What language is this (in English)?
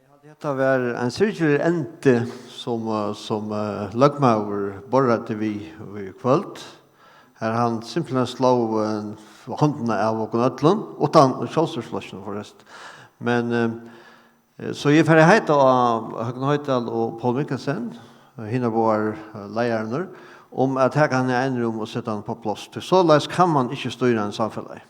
Faroese